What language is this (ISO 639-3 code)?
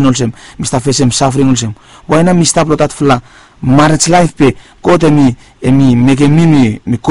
bis